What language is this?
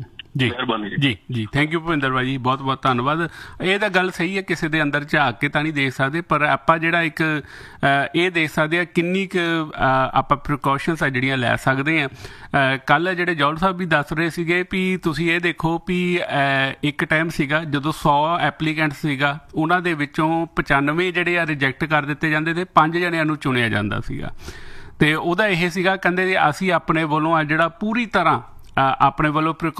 Punjabi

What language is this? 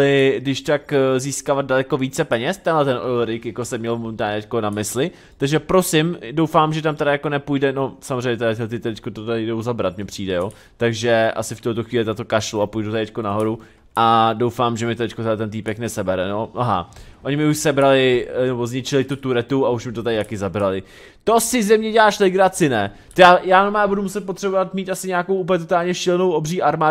Czech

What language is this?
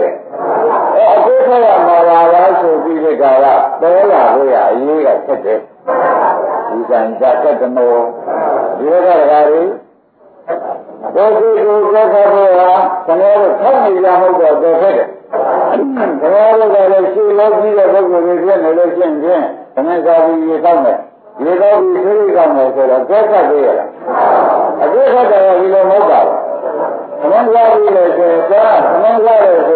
Burmese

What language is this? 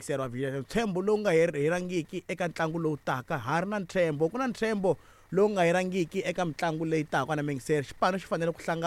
Tsonga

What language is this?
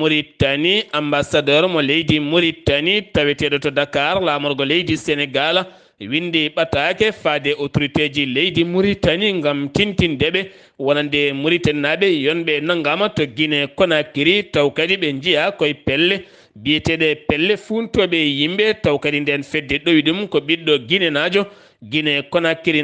Fula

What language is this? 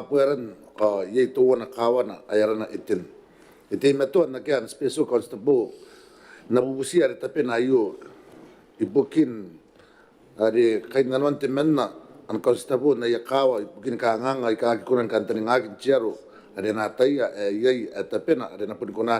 Gilbertese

